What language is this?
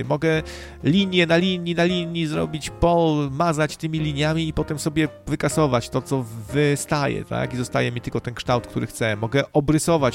Polish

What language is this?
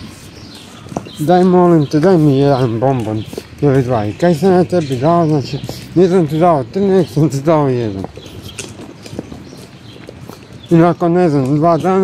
Croatian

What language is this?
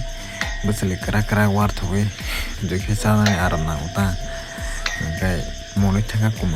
Kok Borok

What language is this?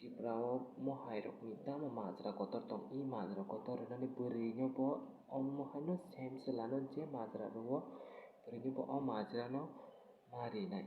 Kok Borok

